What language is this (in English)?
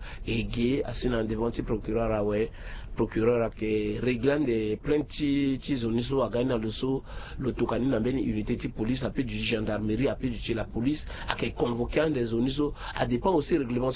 Sango